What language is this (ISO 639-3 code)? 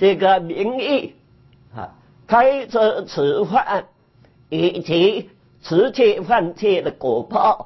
zho